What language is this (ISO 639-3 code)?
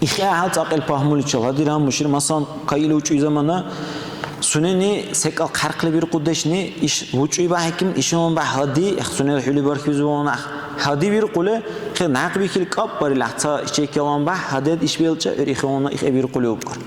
dar